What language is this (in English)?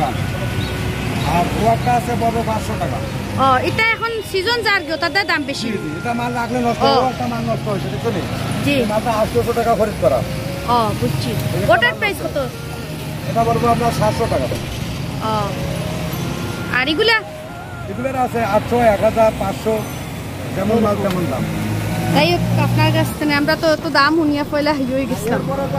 Bangla